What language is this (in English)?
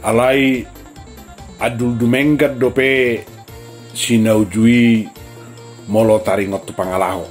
Batak Toba